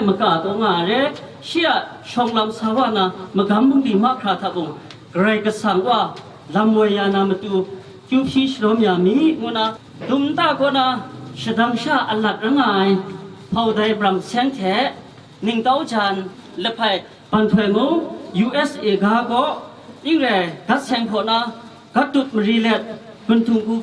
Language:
Kachin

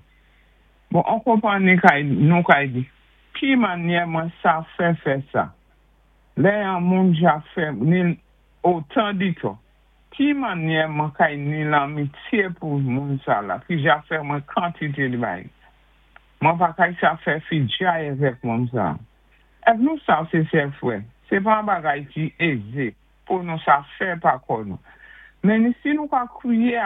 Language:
Saint Lucian Creole French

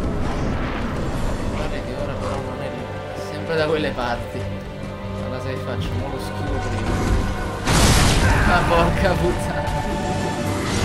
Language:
Italian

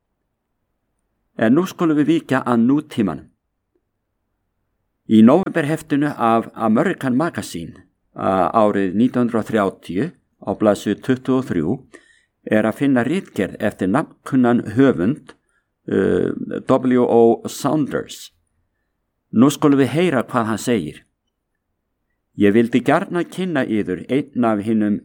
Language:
Icelandic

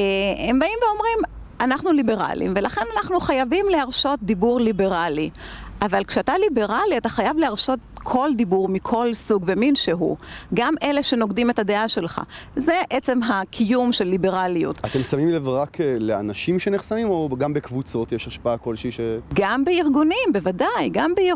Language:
Hebrew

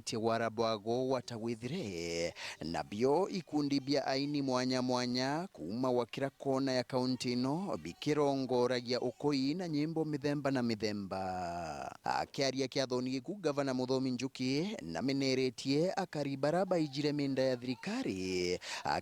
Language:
Meru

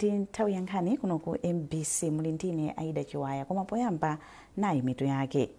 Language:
Nyanja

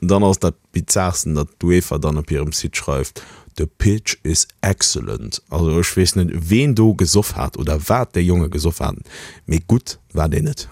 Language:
Luxembourgish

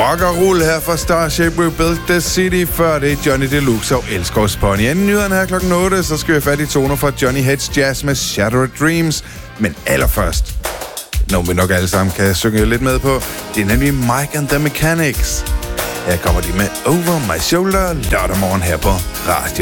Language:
Danish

